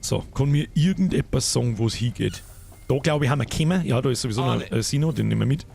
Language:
Bavarian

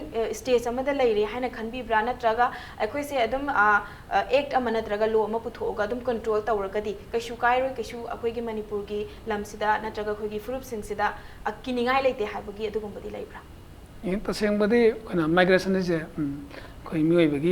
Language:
Manipuri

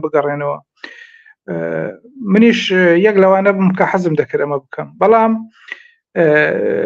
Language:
Central Kurdish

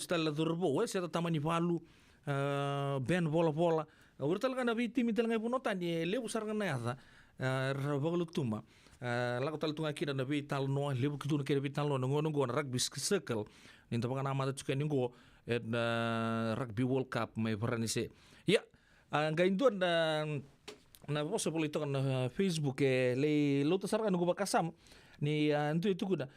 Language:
Fijian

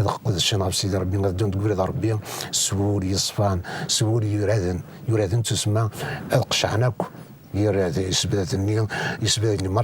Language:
Kabyle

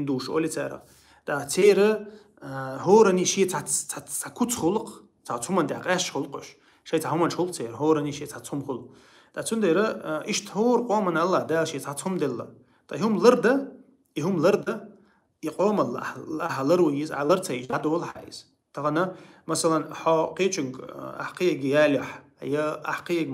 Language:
Chechen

